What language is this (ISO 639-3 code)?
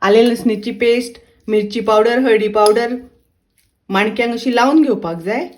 kok